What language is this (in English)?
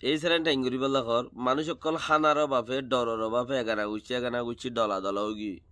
Rohingya